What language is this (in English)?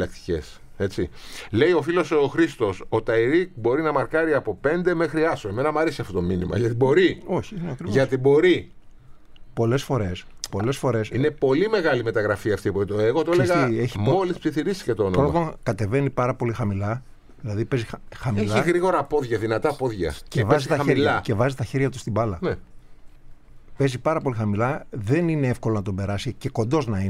Greek